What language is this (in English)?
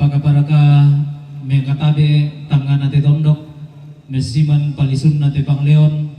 Toraja-Sa'dan